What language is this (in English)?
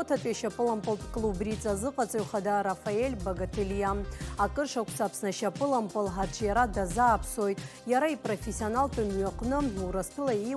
Abkhazian